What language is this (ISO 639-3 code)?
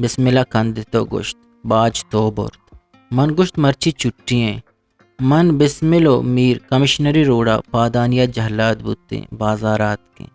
bgp